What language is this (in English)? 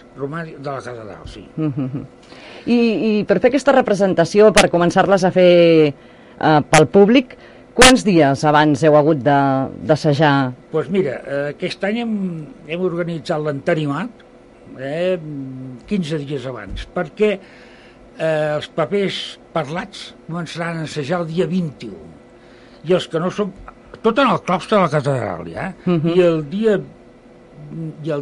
Catalan